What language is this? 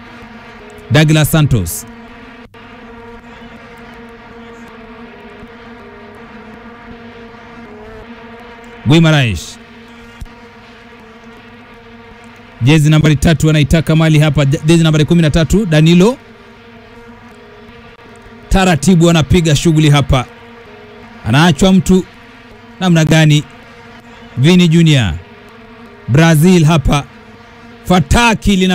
Swahili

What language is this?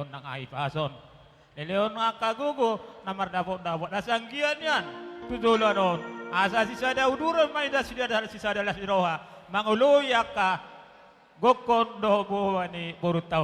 Batak Toba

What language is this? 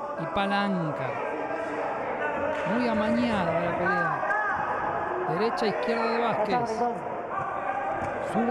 Spanish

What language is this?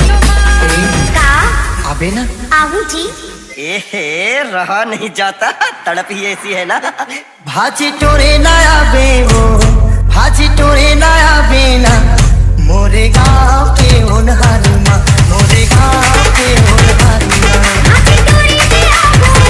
Chhattisgarhi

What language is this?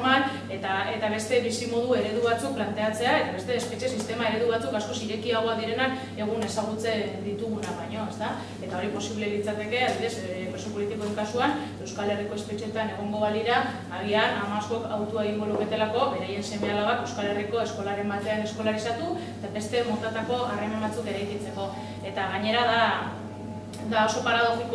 Basque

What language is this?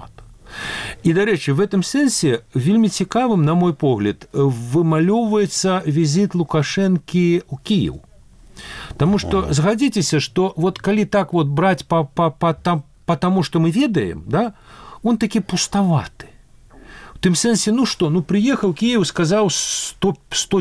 Belarusian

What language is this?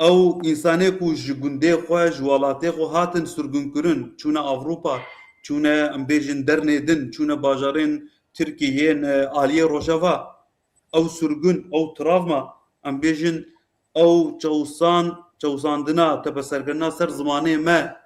Kurdish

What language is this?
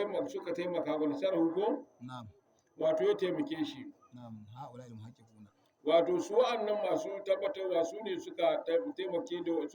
Hausa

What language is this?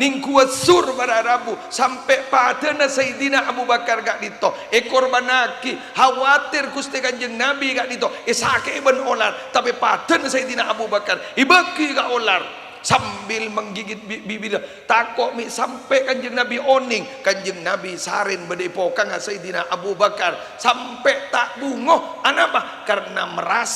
Madurese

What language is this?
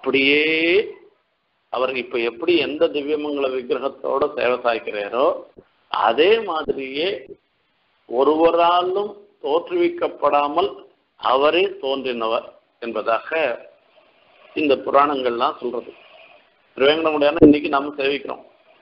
Tamil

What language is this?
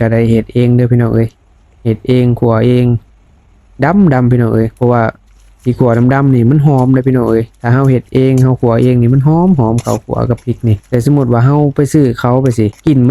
Lao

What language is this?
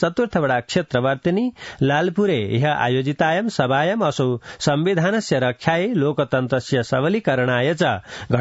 Sanskrit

